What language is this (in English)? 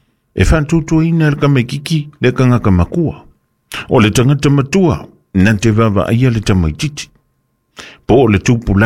Samoan